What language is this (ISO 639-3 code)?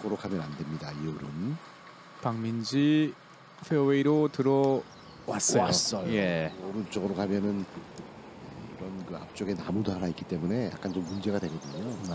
kor